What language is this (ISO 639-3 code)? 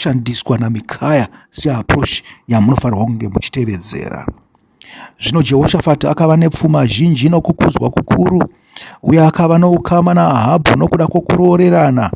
sna